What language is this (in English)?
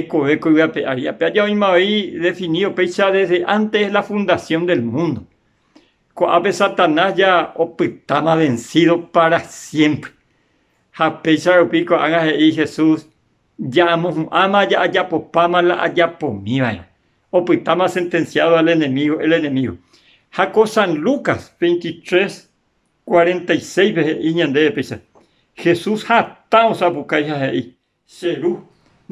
Guarani